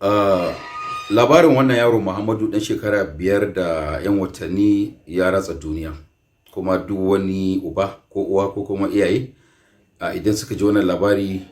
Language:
Hausa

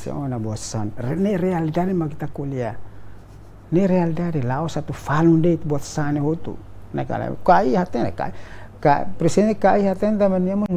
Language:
Tetum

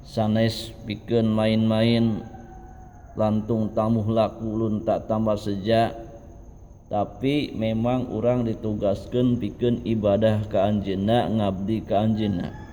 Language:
Sundanese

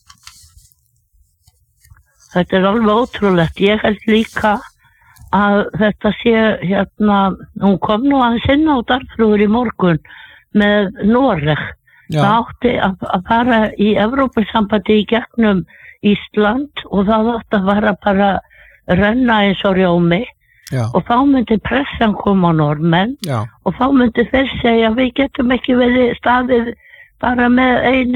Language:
Icelandic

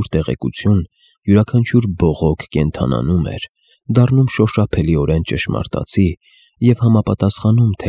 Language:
Armenian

